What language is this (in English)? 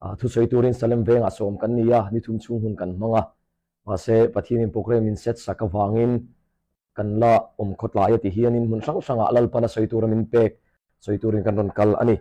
Hmar